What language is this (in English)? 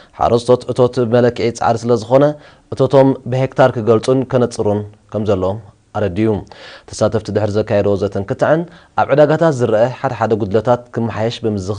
Tigrinya